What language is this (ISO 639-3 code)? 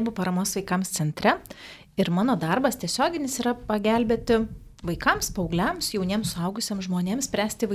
lit